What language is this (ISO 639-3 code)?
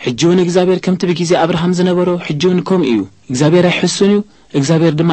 tir